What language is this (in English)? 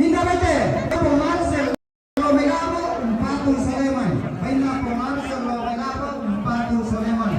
Toraja-Sa'dan